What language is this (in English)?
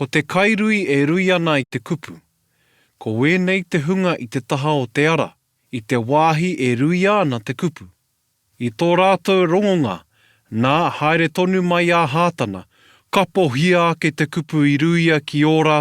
Māori